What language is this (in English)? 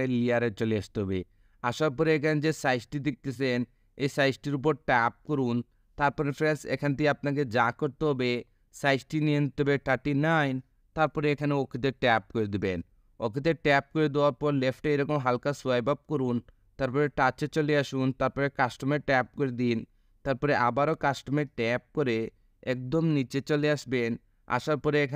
Bangla